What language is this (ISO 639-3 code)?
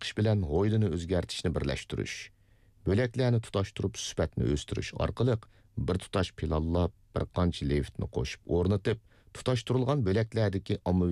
uig